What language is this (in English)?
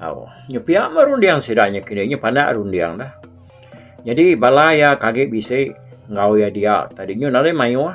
Iban